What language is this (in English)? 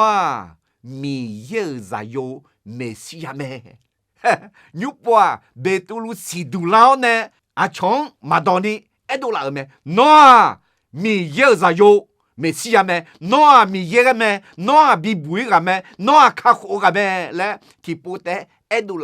Akha